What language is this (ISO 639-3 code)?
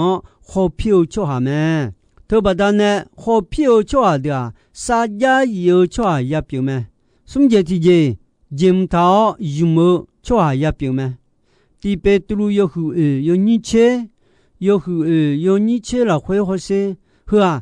ahk